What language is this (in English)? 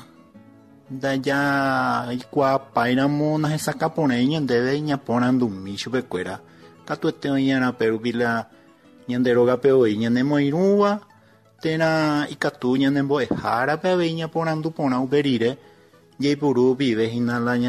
Guarani